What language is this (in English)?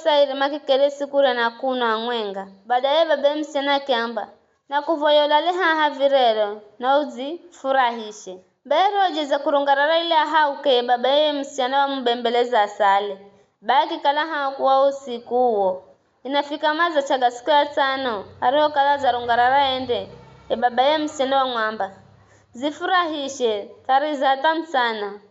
Giryama